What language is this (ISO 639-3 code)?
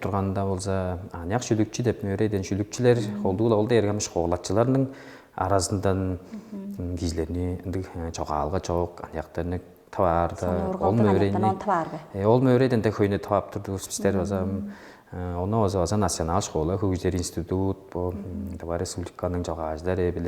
tyv